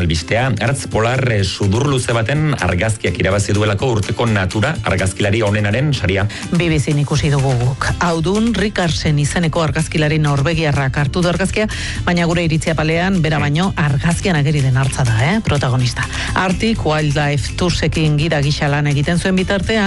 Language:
Basque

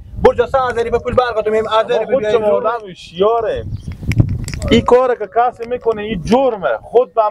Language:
Persian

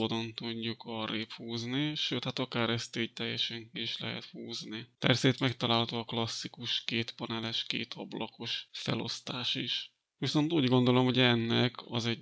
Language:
Hungarian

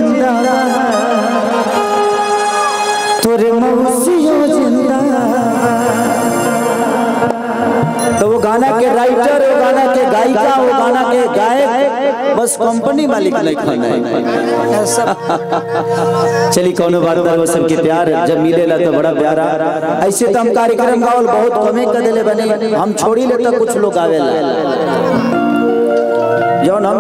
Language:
Bhojpuri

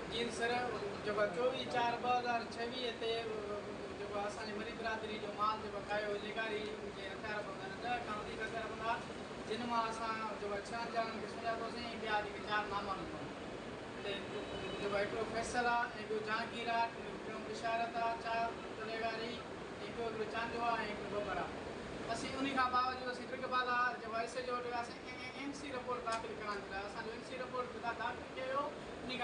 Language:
Sindhi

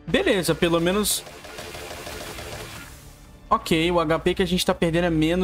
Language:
Portuguese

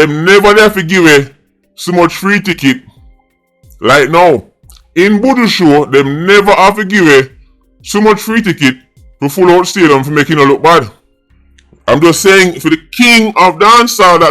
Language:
Jamaican Creole English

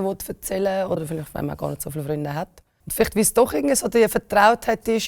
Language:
Swiss German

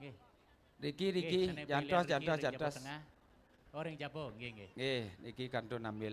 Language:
Balinese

